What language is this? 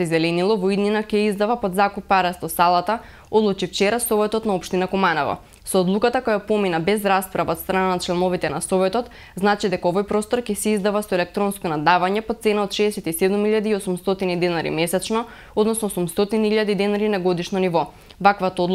Macedonian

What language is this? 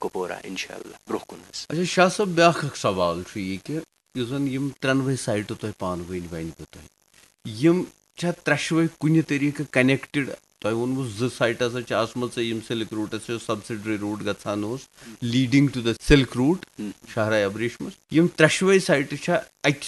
Kashmiri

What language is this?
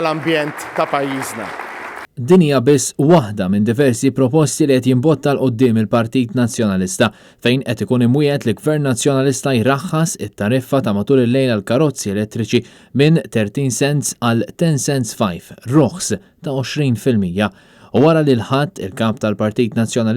Maltese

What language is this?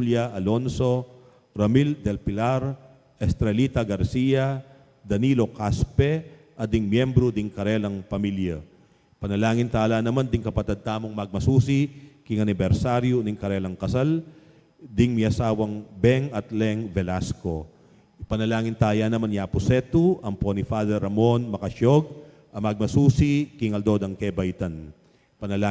Pampanga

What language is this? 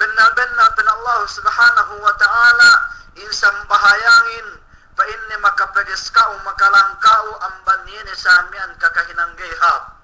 Yakan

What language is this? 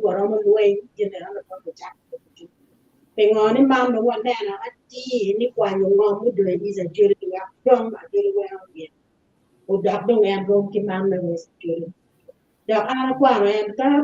Acoli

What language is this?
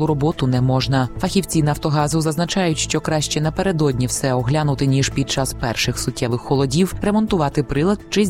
Ukrainian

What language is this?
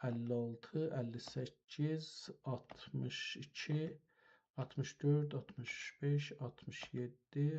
South Azerbaijani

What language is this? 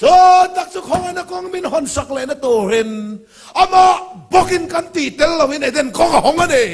Mizo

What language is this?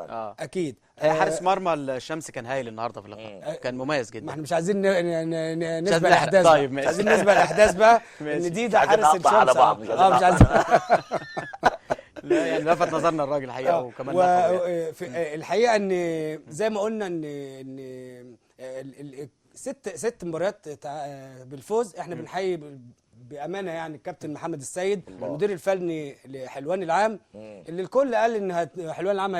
Egyptian Arabic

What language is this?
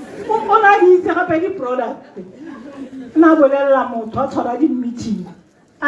Tswana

